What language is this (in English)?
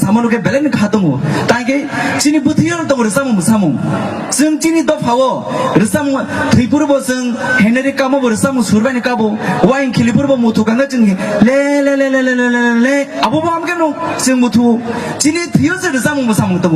Kok Borok